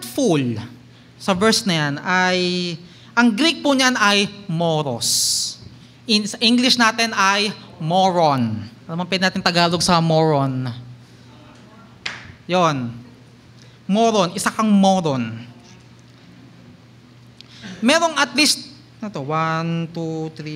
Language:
Filipino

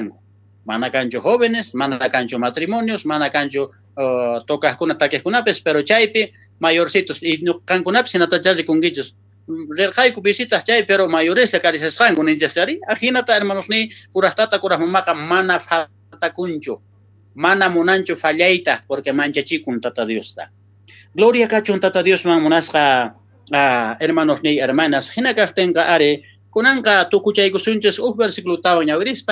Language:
South Bolivian Quechua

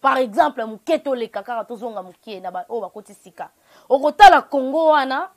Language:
Lingala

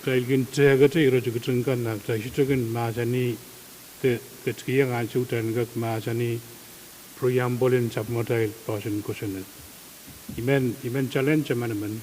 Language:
Pohnpeian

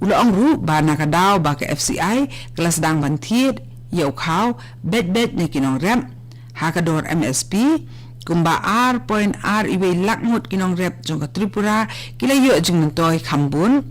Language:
Khasi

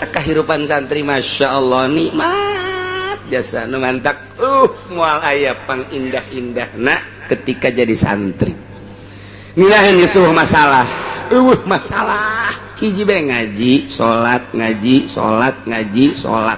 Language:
Sundanese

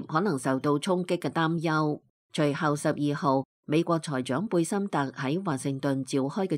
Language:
Cantonese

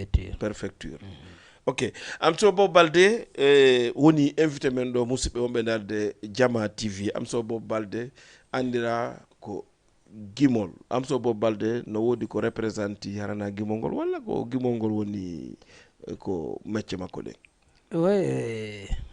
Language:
Fula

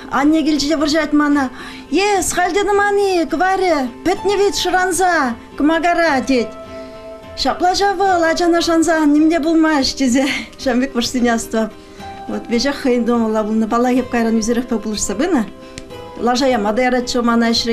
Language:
Chuvash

